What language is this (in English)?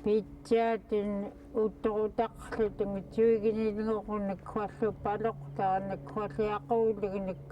Central Yupik